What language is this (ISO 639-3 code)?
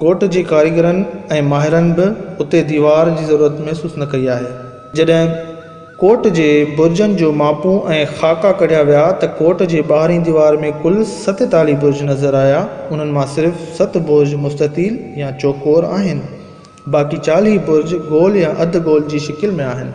snd